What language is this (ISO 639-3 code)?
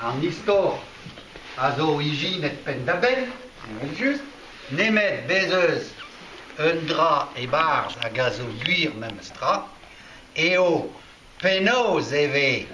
bre